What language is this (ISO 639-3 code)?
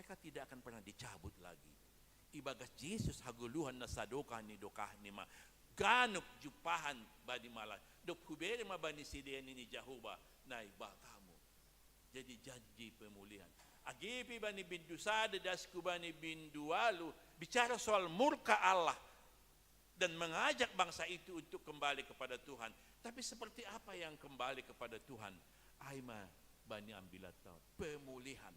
bts